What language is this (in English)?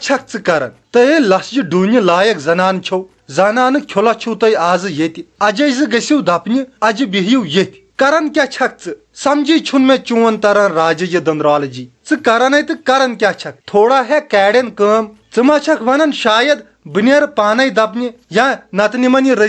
Kashmiri